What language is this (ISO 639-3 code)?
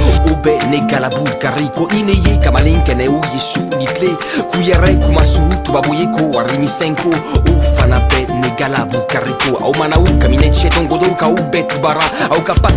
bam